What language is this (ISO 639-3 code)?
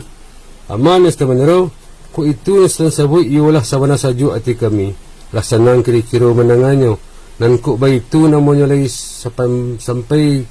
min